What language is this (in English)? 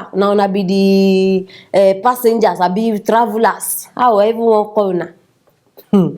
Nigerian Pidgin